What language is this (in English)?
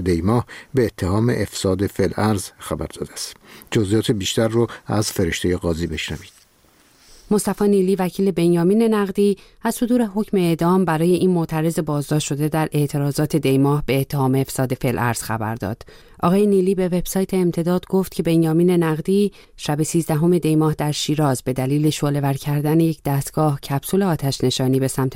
Persian